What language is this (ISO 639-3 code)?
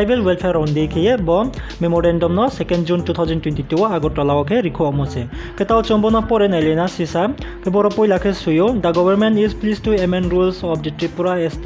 ria